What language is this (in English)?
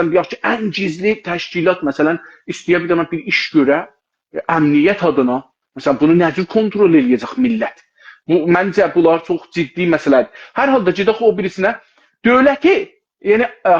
South Azerbaijani